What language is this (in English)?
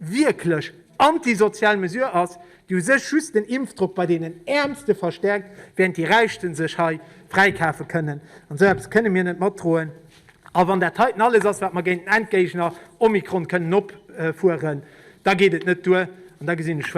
Luxembourgish